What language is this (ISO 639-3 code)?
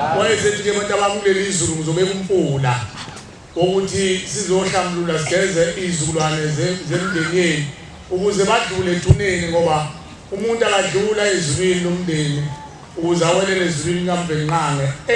zul